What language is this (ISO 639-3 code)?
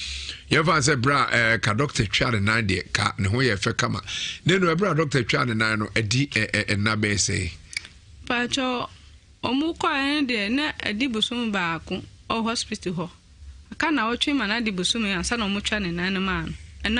aka